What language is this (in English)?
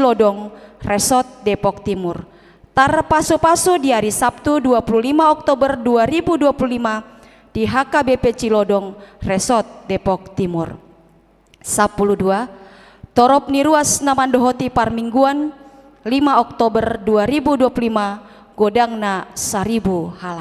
Batak Toba